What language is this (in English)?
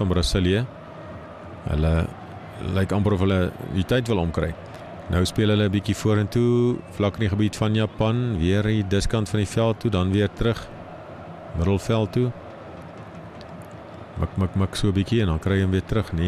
Afrikaans